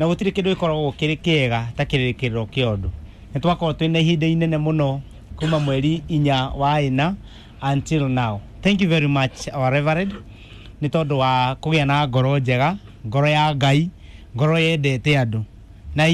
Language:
Kikuyu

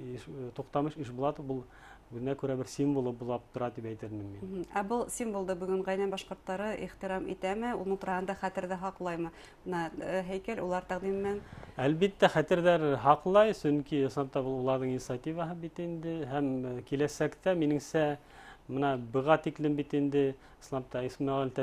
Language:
Bashkir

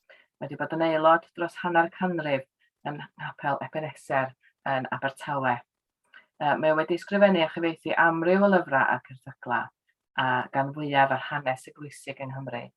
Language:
Welsh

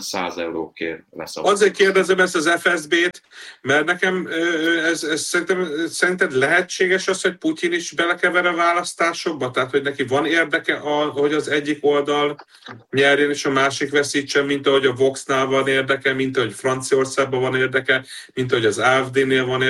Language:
Hungarian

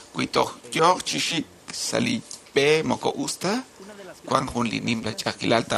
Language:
Kekchí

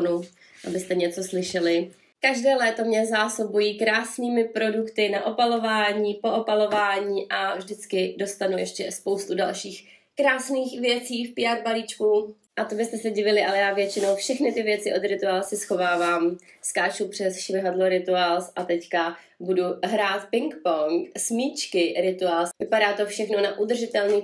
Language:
Czech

